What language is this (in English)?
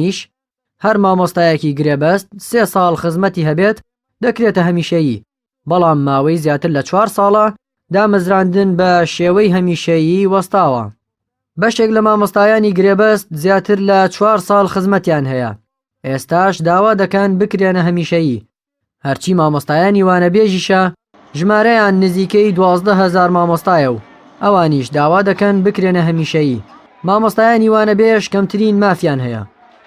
Central Kurdish